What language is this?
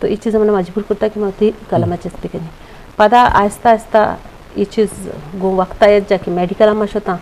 Eastern Balochi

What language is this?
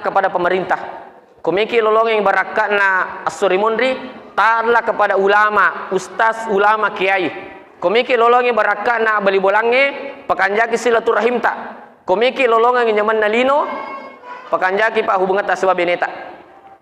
Buginese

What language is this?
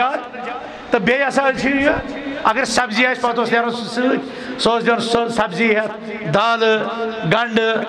Kashmiri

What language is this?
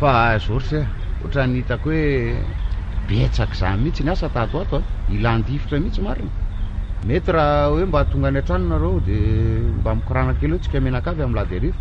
Malagasy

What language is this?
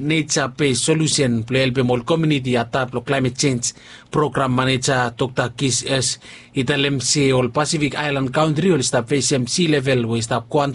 Bislama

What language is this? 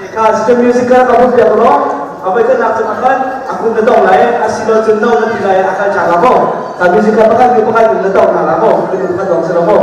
Hakha Chin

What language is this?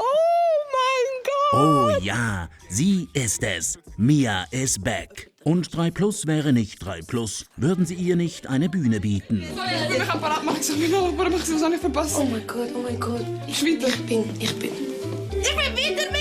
Swiss German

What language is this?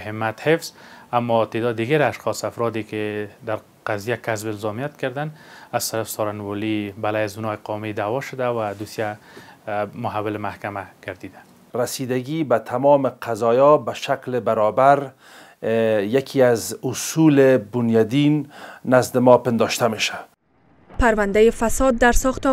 Persian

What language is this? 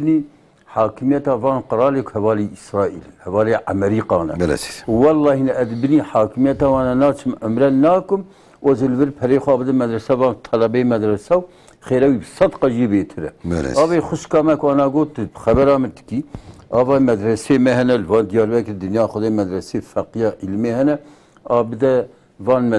Kurdish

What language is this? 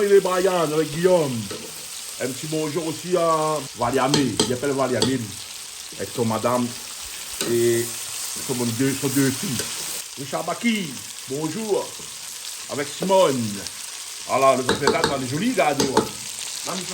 Réunion Creole French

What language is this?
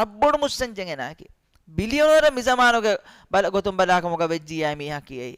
Divehi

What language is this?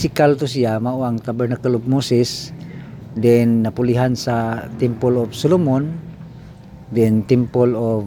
Cebuano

